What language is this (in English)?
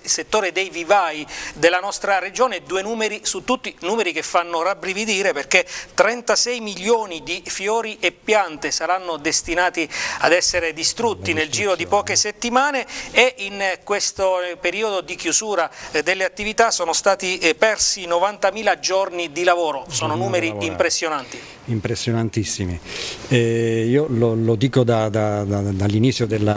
Italian